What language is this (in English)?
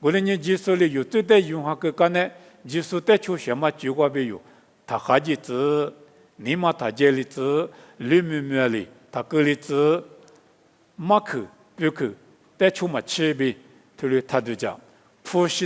Lisu